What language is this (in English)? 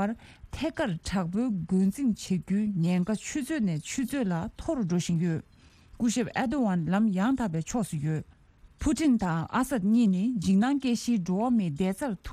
Tibetan